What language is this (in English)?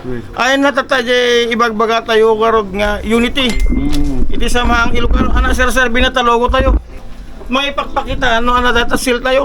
Iloko